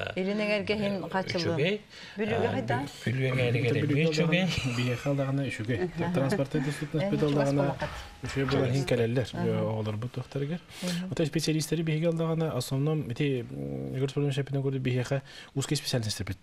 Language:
Yakut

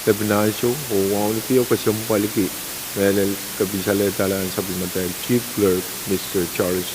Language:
Pohnpeian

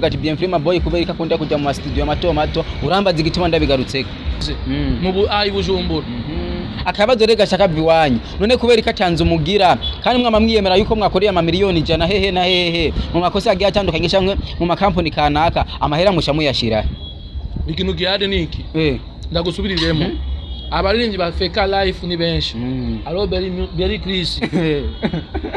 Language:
Rundi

